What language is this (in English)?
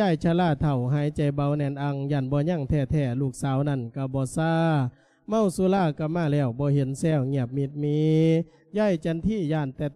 Lao